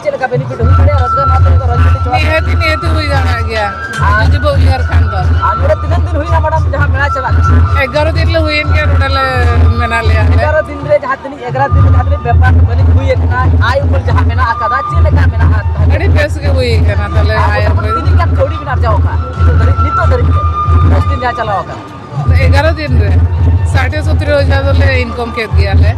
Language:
Santali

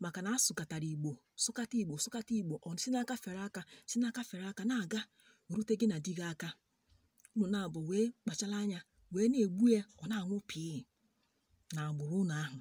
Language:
Igbo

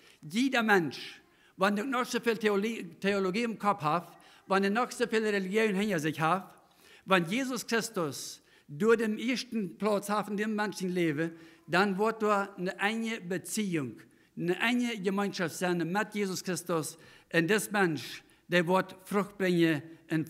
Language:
Plautdietsch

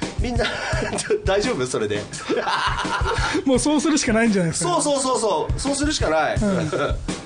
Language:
Japanese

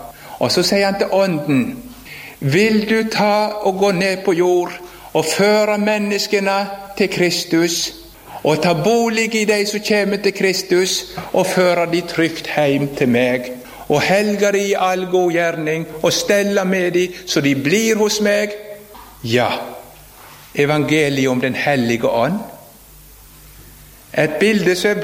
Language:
Norwegian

